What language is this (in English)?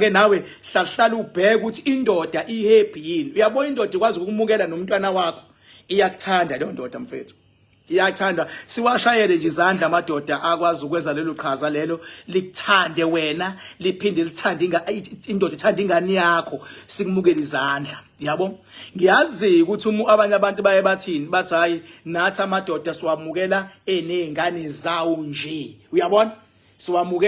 Zulu